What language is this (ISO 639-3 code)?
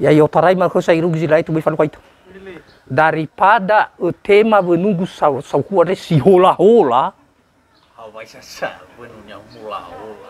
nia